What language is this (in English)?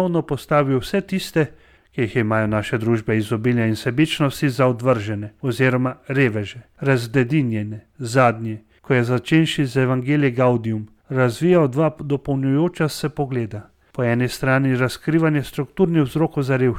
Slovenian